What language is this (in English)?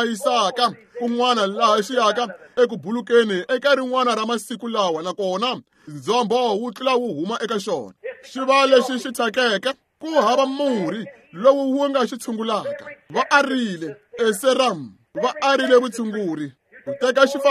Tsonga